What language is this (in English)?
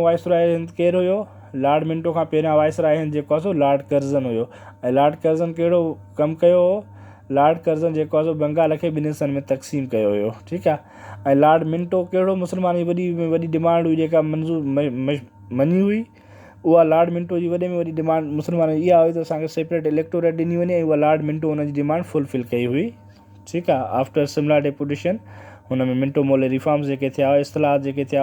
Sindhi